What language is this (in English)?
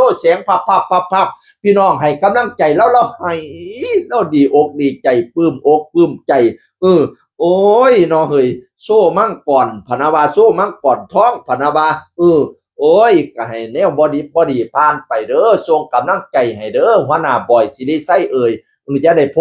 Northeastern Thai